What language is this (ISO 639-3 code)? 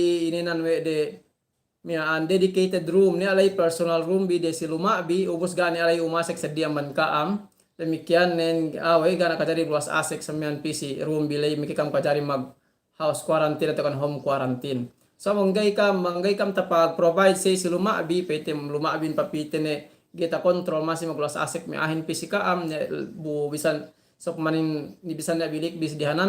yka